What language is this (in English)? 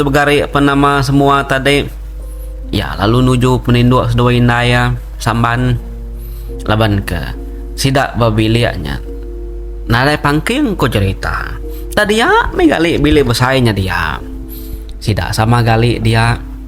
Iban